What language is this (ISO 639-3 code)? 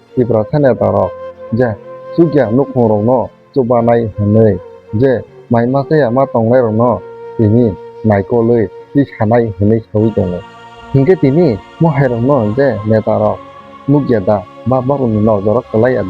trp